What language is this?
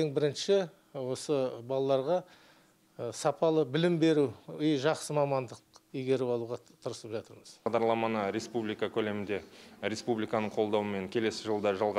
Kazakh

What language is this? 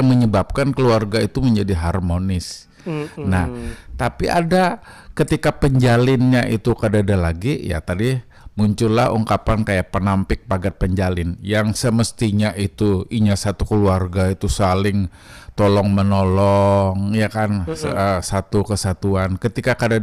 Banjar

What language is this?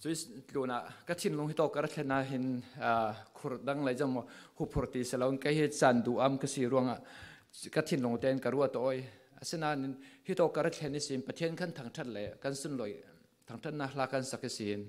Falam Chin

